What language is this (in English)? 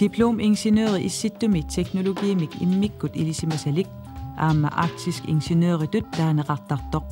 Kalaallisut